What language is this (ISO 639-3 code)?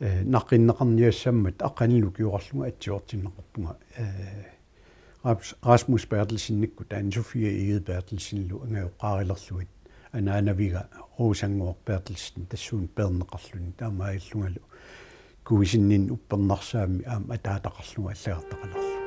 kal